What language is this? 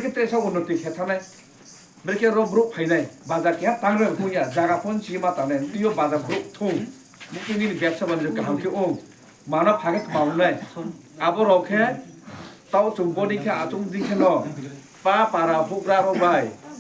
Kok Borok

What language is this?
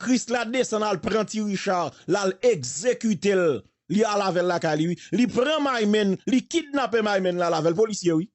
Haitian Creole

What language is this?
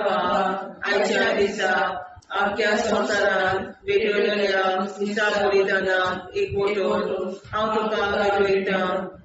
Konkani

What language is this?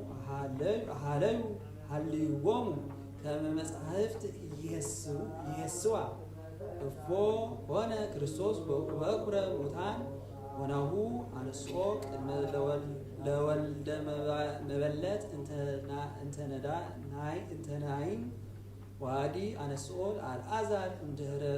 Geez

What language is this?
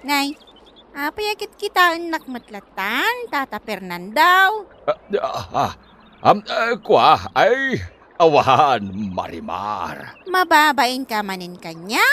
Iloko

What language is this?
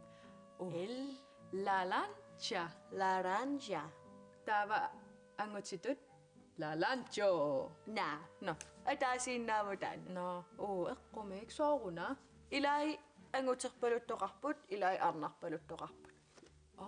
Kalaallisut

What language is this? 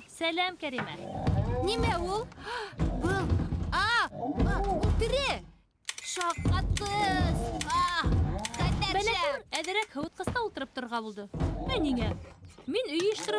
Bashkir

